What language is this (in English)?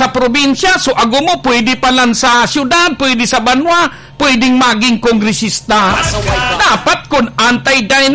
Bikol